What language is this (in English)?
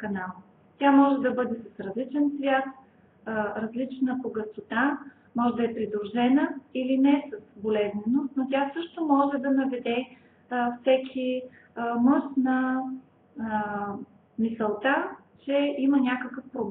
Bulgarian